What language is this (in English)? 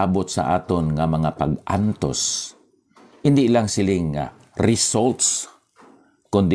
Hiligaynon